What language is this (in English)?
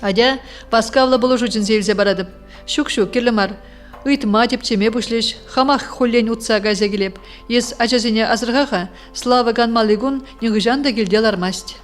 Chuvash